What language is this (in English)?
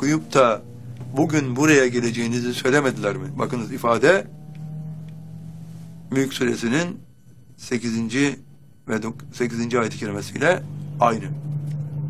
Turkish